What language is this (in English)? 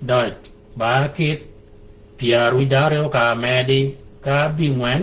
Shilluk